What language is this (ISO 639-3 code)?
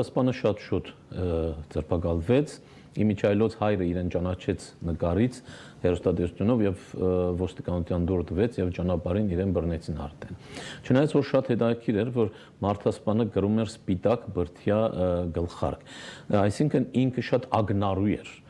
hye